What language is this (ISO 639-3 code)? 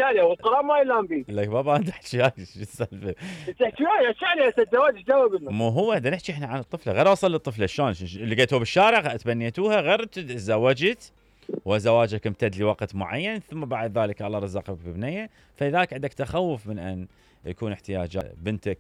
acm